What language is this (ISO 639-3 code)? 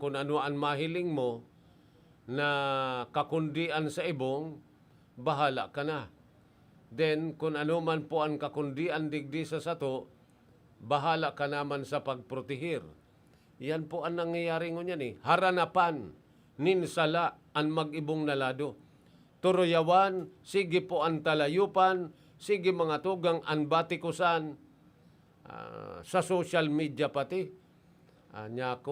bik